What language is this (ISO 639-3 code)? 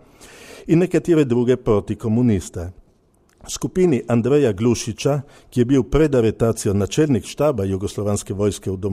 slv